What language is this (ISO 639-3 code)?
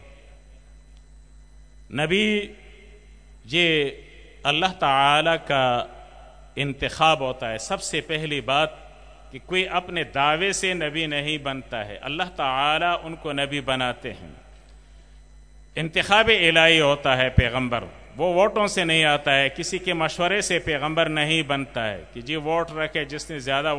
urd